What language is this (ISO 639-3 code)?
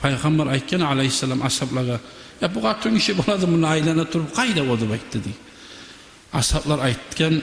kum